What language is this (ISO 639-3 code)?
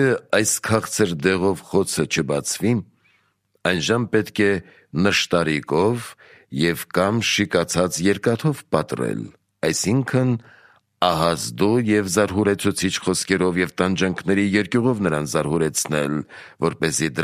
hye